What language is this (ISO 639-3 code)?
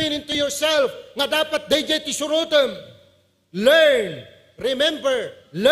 ilo